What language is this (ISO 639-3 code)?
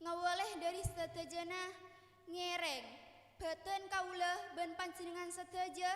mad